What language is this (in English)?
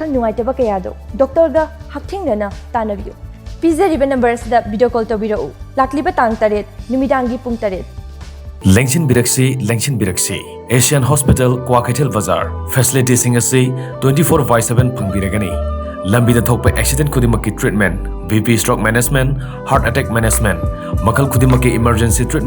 Manipuri